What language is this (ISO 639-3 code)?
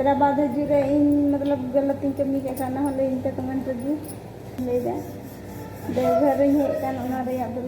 sat